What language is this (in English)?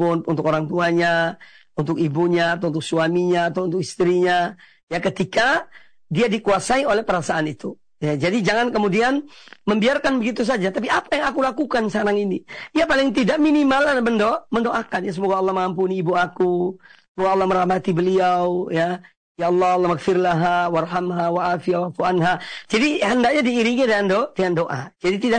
Indonesian